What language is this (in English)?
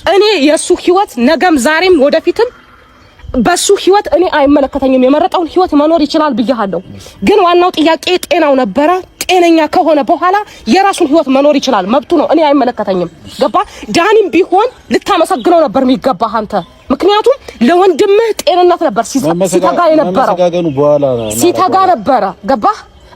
Amharic